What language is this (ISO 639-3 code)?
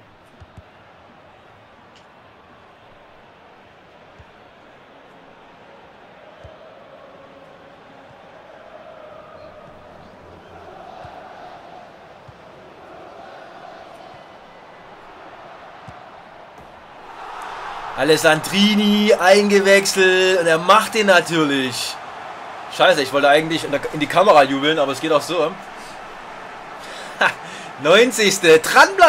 deu